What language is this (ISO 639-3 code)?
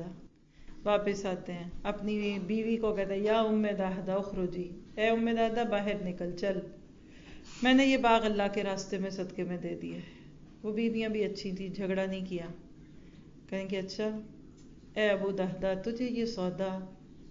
urd